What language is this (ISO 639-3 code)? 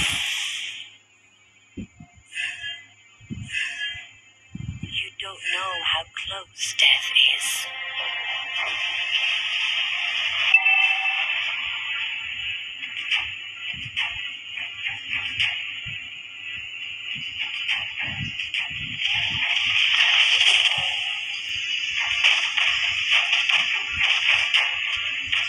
eng